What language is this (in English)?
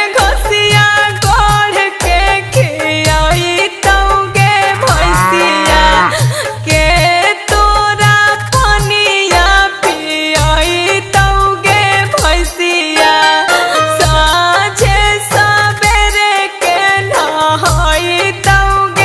Magahi